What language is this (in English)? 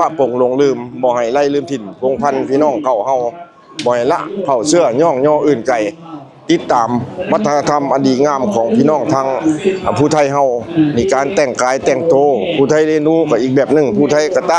Northeastern Thai